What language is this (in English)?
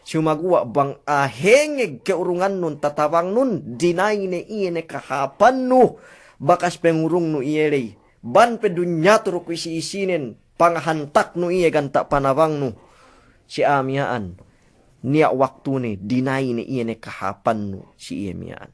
Yakan